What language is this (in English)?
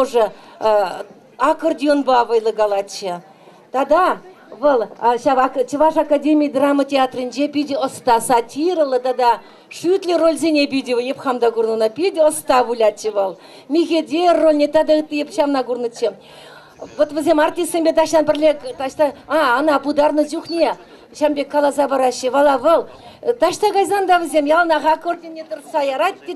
Chuvash